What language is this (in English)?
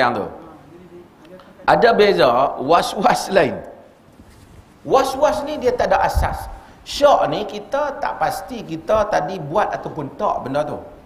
Malay